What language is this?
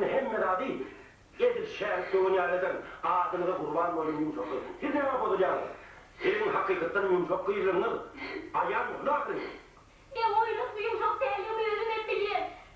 Turkmen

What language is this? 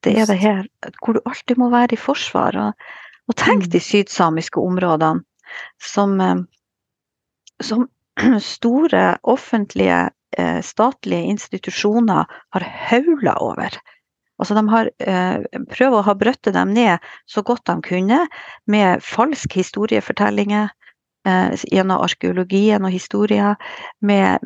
Norwegian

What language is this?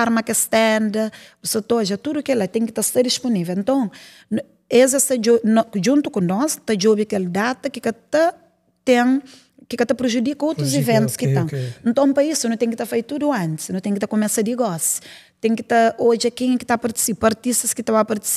Kabuverdianu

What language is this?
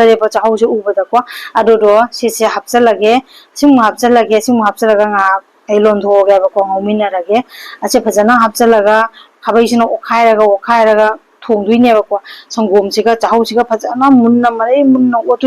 Manipuri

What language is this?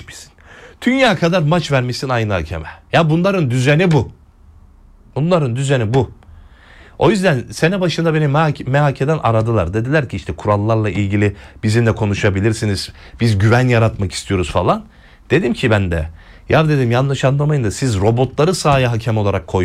Turkish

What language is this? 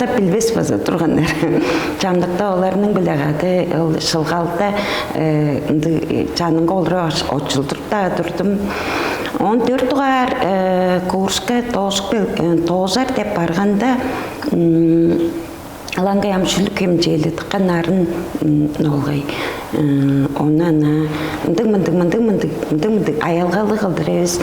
Tuvinian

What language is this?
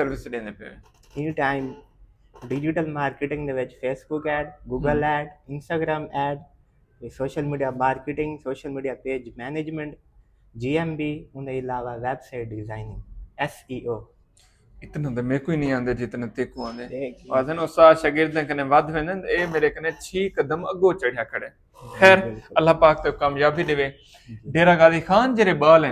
Saraiki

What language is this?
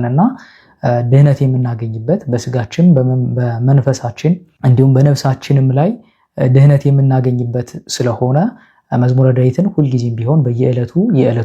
Amharic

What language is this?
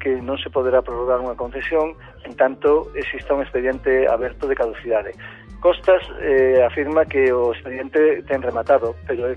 Galician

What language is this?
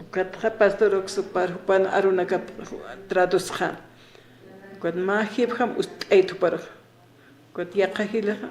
Aymara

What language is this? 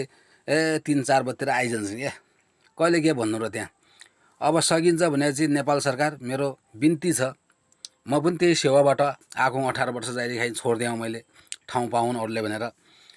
Nepali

